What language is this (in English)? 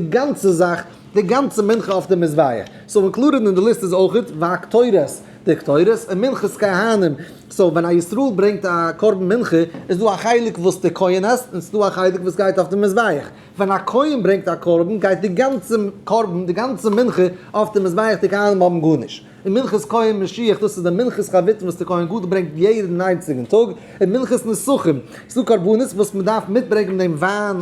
Yiddish